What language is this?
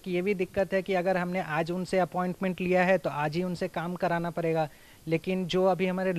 Hindi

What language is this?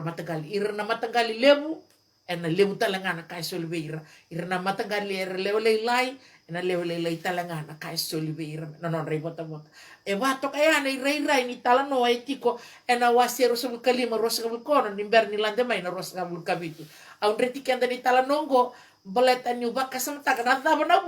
Fijian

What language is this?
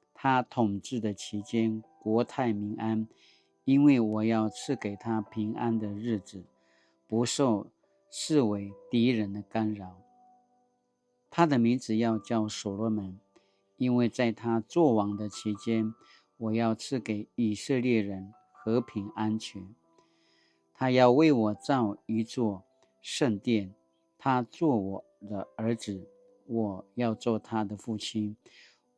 Paiwan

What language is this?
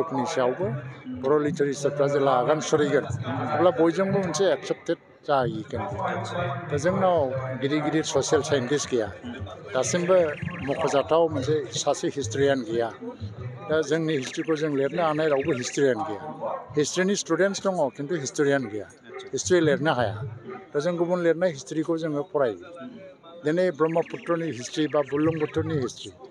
Bodo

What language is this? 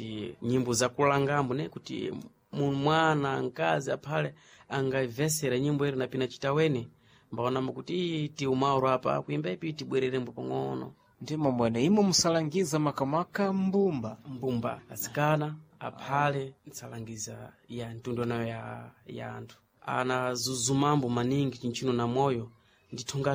Sena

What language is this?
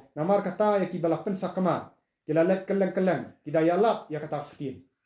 Khasi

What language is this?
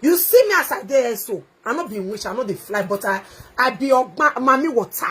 Nigerian Pidgin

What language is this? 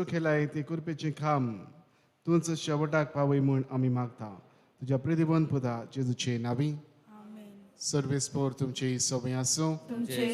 Konkani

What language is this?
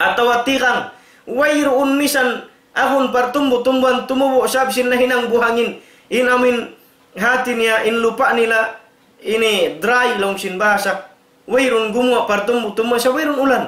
Tausug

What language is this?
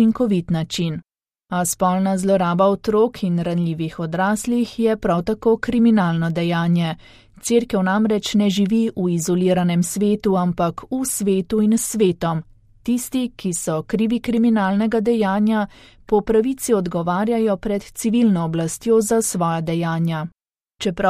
Slovenian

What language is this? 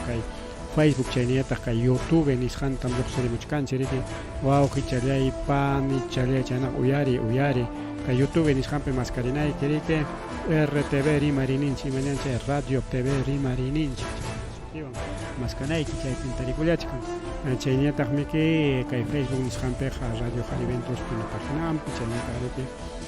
Ayacucho Quechua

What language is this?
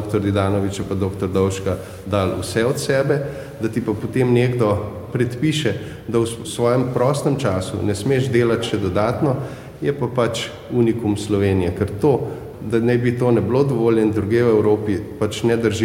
Slovenian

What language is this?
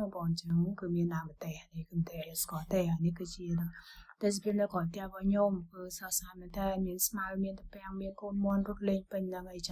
Khmer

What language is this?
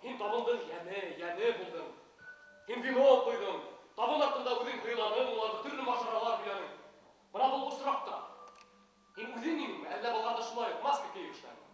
Bashkir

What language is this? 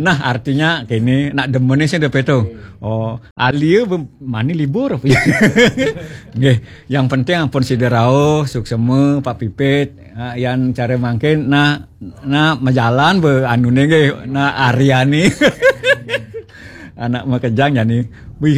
Balinese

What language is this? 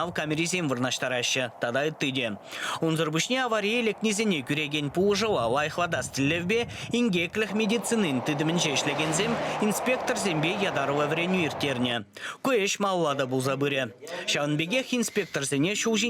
Chuvash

